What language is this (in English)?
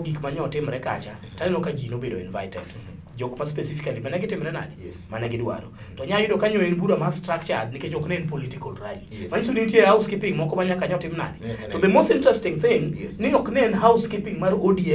Luo (Kenya and Tanzania)